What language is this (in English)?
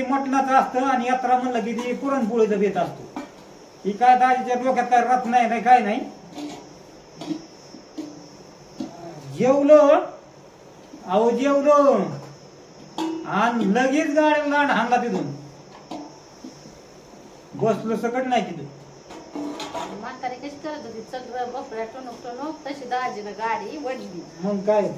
Marathi